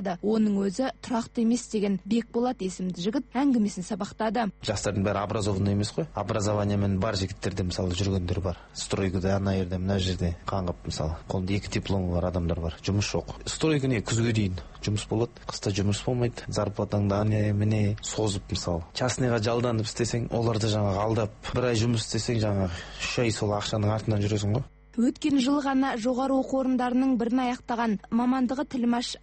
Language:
Kazakh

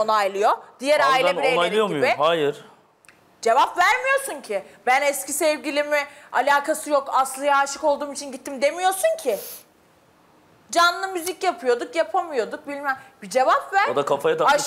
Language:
Turkish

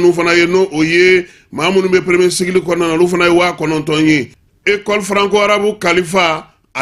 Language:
Bambara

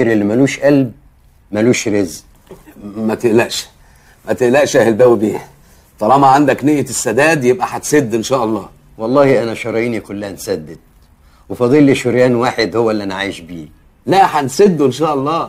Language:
Egyptian Arabic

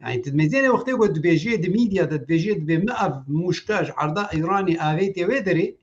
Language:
Kurdish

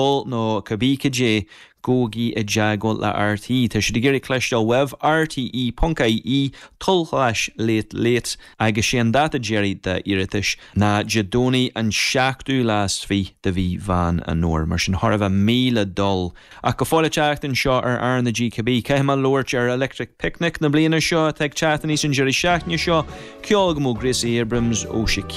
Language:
Irish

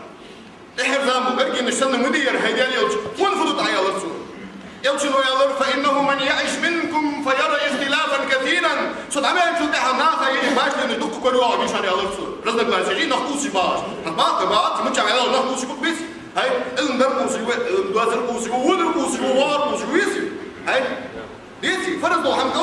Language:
Ingush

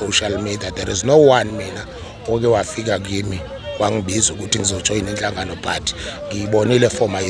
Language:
Zulu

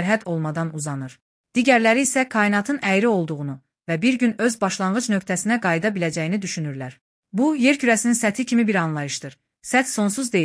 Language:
Azerbaijani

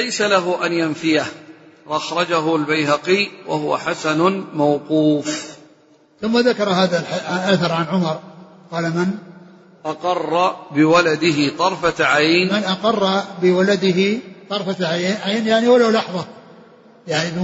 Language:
Arabic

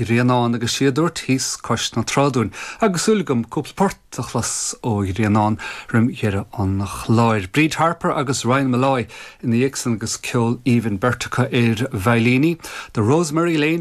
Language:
Irish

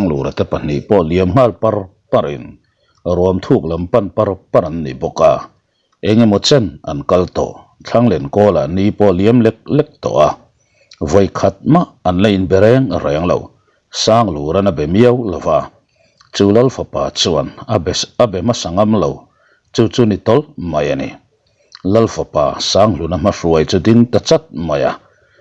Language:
Mizo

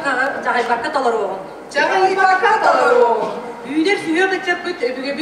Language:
Yakut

